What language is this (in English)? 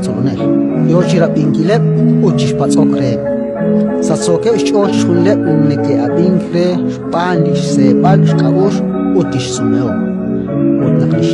Kekchí